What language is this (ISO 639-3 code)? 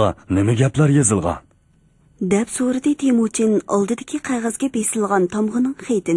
uig